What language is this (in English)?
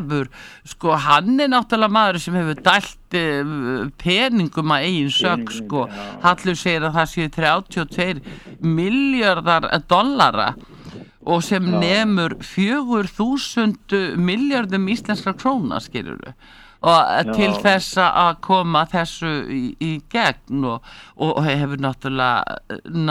Icelandic